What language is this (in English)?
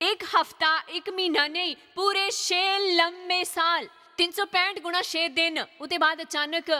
Dogri